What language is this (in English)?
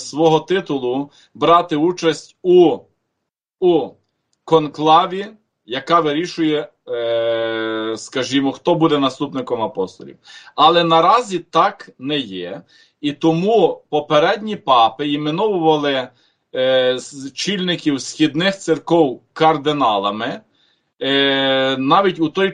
Ukrainian